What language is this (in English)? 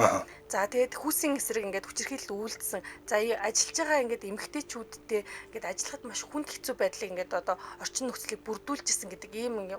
Mongolian